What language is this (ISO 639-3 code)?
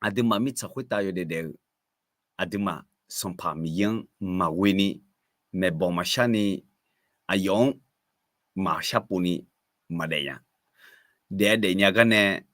ahk